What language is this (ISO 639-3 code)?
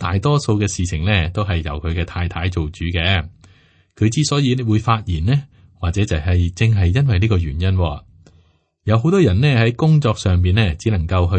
yue